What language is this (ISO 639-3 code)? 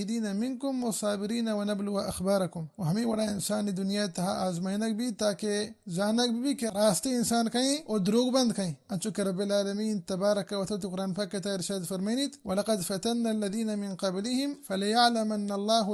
bal